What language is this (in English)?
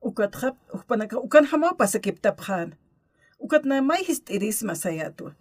Aymara